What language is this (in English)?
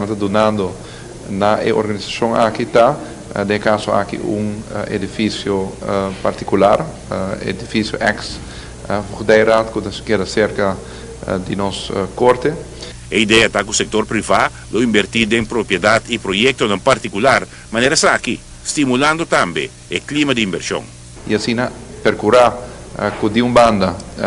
Papiamento